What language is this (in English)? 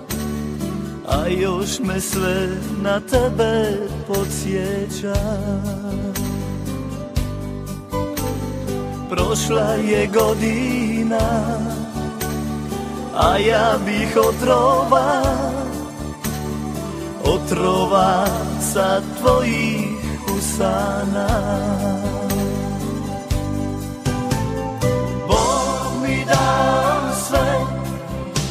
Croatian